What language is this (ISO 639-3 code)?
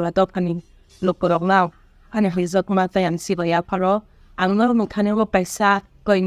trp